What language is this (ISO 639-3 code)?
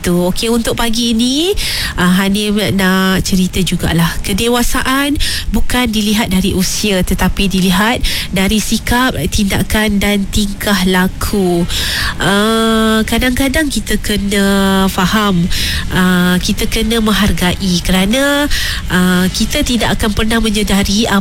msa